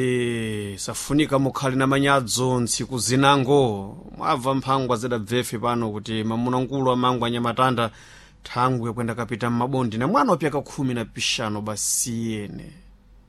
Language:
Sena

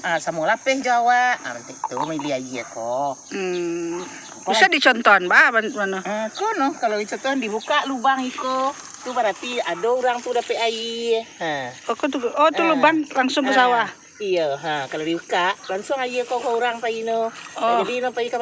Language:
Minangkabau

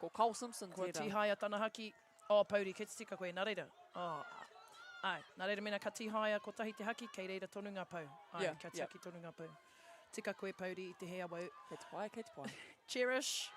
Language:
Māori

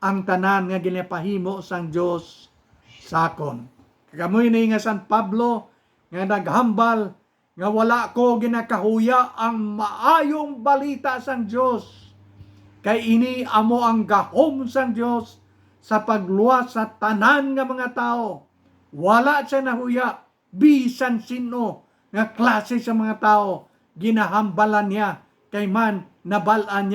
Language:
Hiligaynon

